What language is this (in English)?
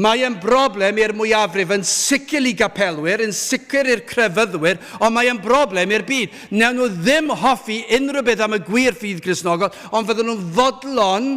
Welsh